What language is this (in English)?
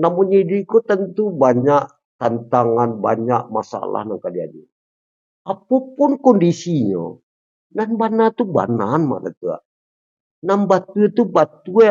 Minangkabau